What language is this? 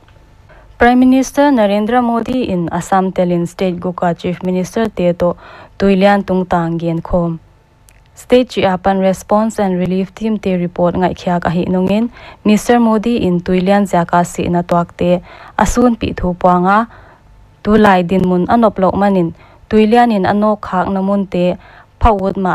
Paite Chin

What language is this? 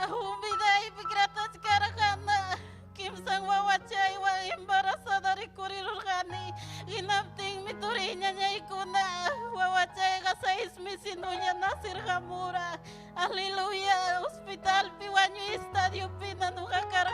Ayacucho Quechua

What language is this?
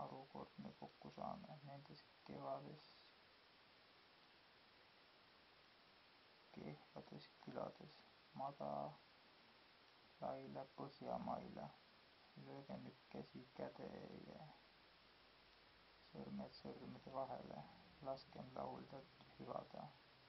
Estonian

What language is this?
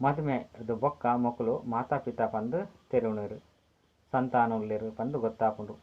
Tulu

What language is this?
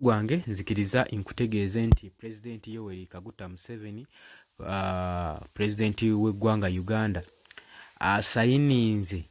Ganda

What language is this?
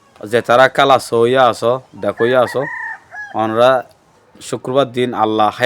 Rohingya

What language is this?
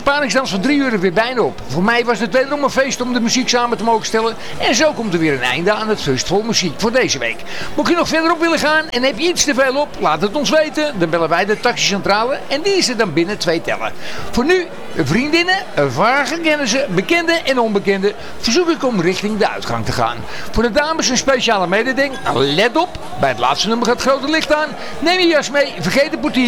Dutch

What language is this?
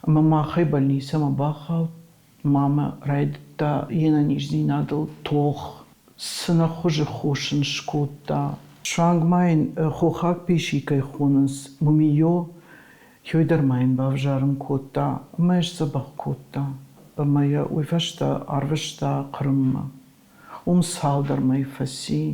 Ossetic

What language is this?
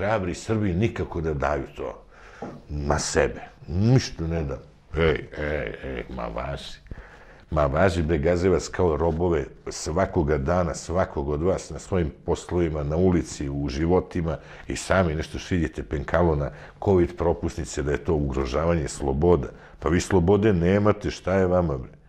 Serbian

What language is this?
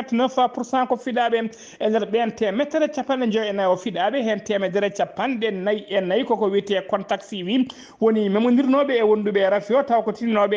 Fula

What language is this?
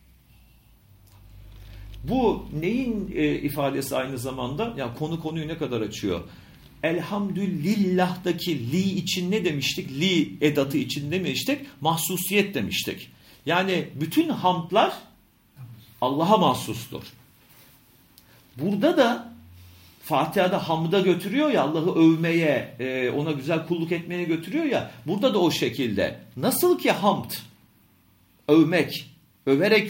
Turkish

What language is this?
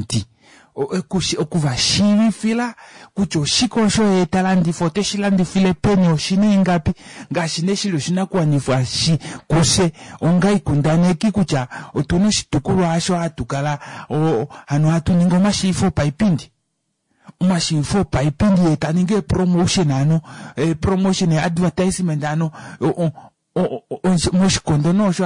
Kuanyama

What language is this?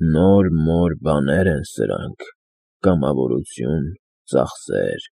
Armenian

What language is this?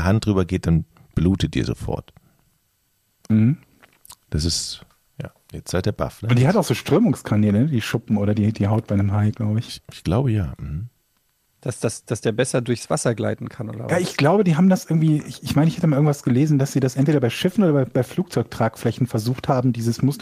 German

